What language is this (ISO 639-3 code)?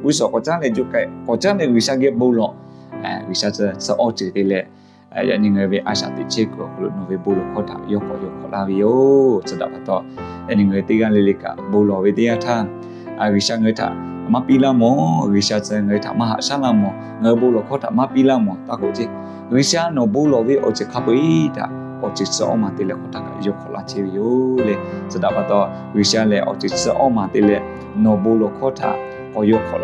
lhu